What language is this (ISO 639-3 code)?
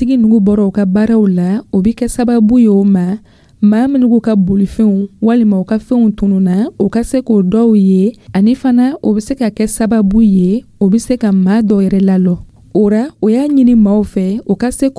dyu